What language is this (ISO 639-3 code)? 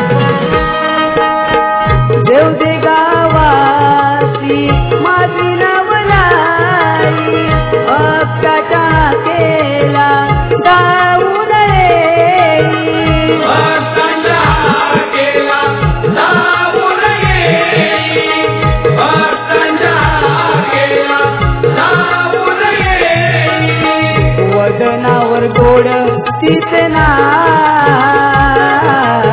mar